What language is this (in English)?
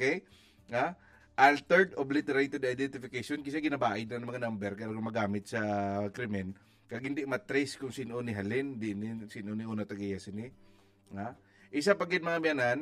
Hiligaynon